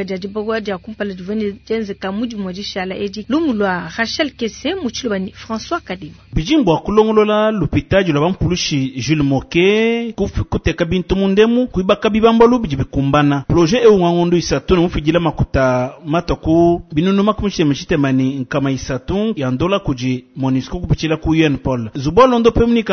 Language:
Luba-Lulua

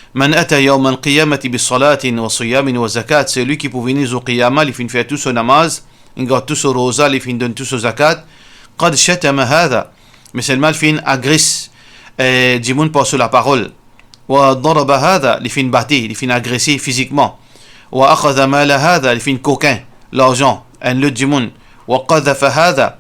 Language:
Morisyen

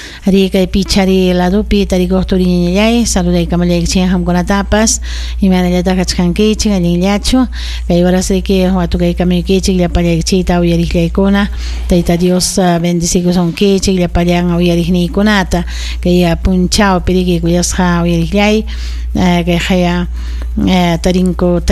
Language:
Ayacucho Quechua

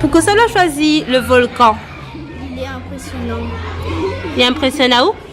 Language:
Réunion Creole French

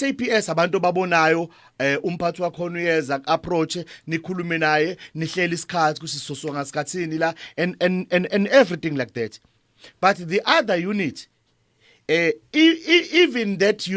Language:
Zulu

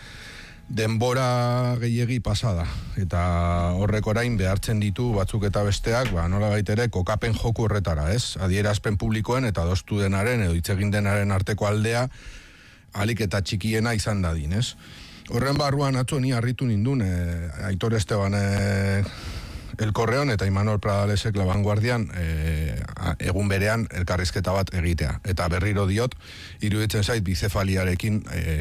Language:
Basque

